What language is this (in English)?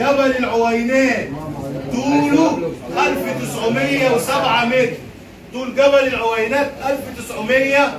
Egyptian Arabic